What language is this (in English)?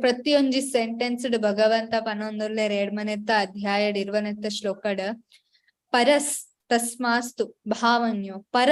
Tulu